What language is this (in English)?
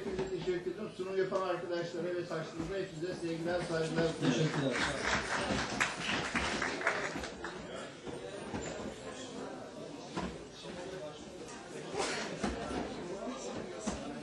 Turkish